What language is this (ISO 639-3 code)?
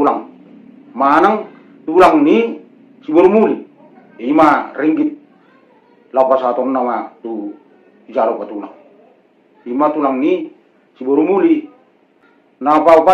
bbc